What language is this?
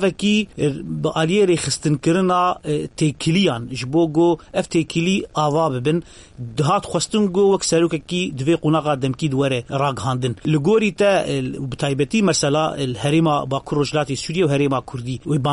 Kurdish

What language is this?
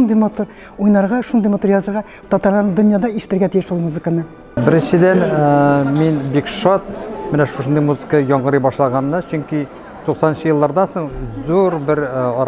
Tatar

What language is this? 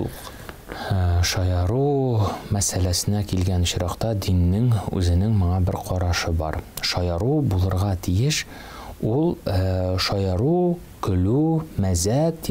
Tatar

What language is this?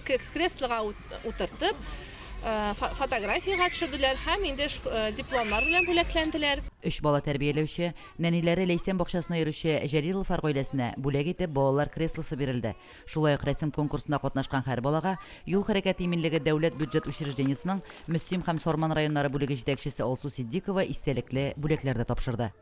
Tatar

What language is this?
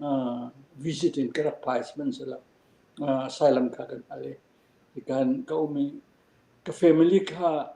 Falam Chin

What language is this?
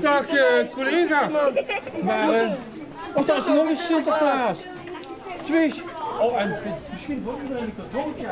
Limburgish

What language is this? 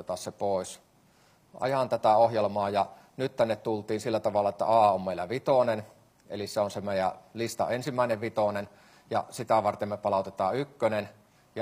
Finnish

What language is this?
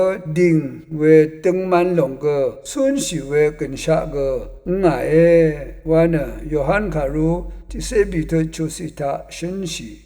Rawang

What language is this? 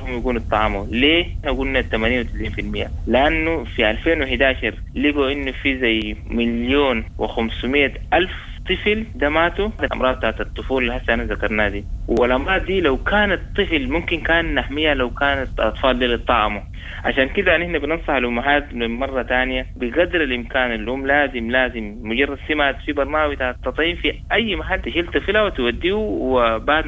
Sudanese Arabic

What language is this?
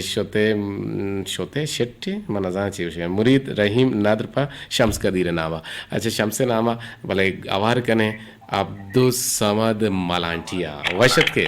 Eastern Balochi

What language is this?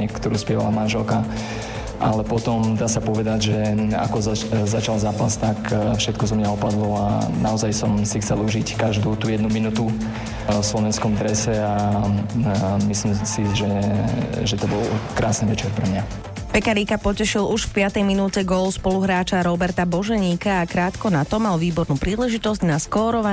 Slovak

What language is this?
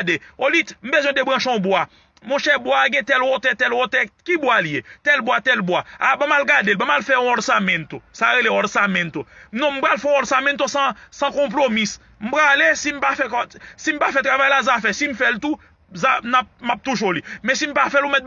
Haitian Creole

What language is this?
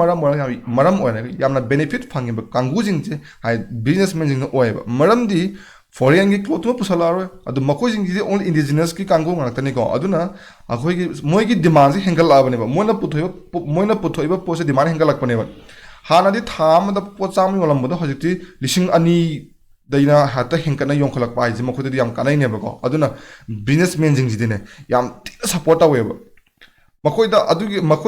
Manipuri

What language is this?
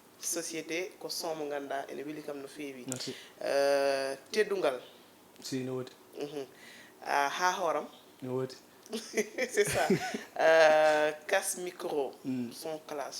Fula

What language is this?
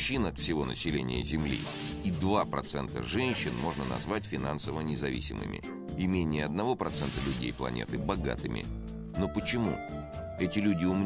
Russian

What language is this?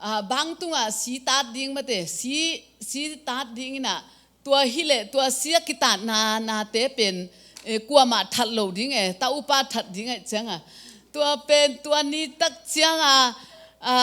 Tedim Chin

